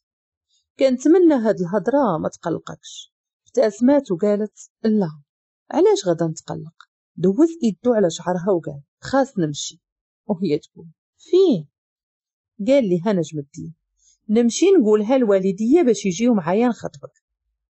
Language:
Moroccan Arabic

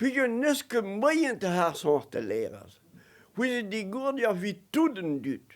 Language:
Breton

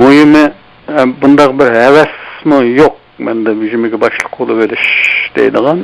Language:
Uyghur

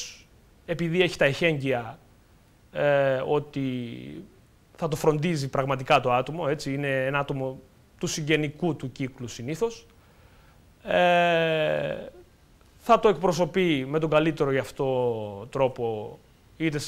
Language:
Greek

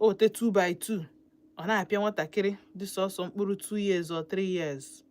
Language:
Igbo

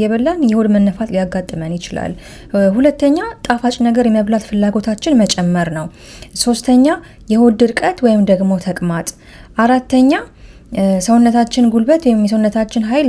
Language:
Amharic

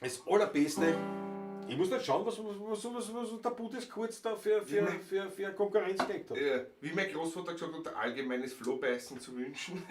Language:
Bavarian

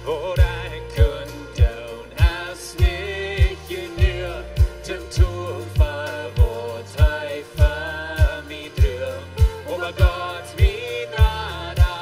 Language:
Plautdietsch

